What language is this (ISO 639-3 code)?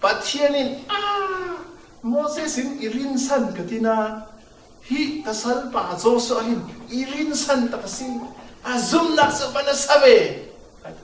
cfm